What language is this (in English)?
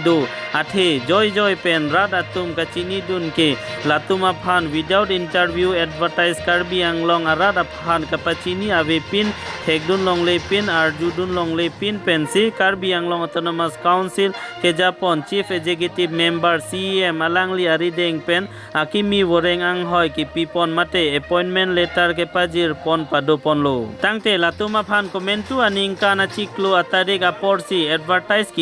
Karbi